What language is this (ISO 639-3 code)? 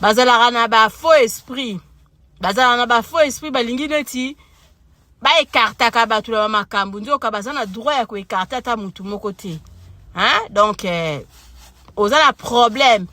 lin